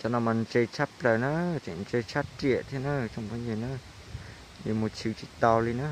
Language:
Hmong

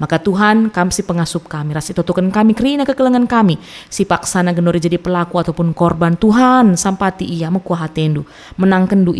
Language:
Batak Karo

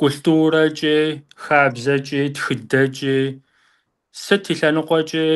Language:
Kabardian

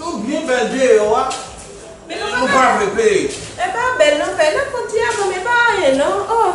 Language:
Haitian Creole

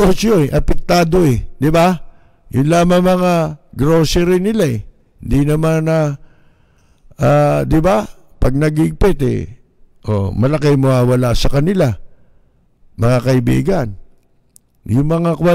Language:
Filipino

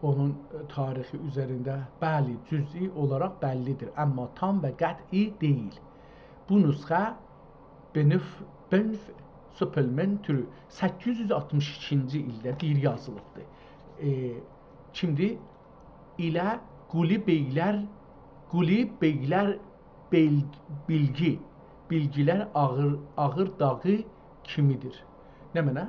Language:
South Azerbaijani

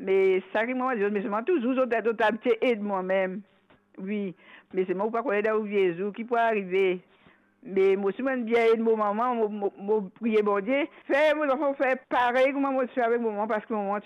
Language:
Morisyen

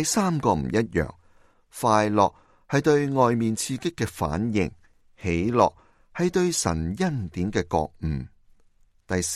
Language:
Cantonese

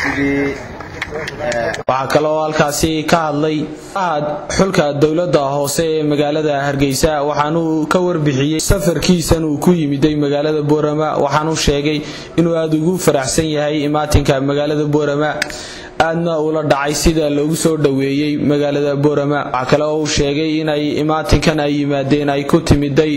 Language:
Somali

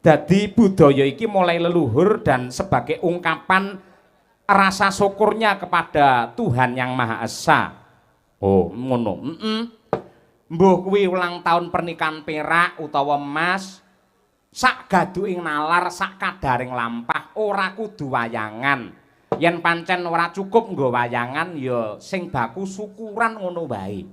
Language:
Javanese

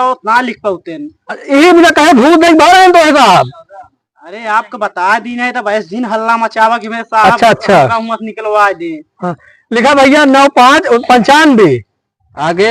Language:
Awadhi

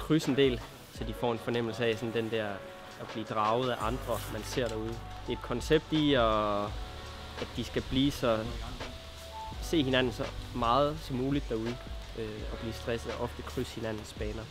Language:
Danish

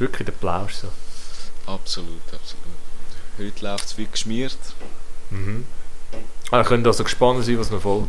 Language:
Swiss German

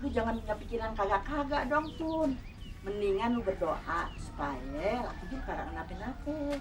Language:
Betawi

